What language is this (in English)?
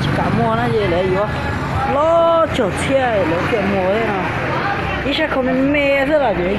Hmong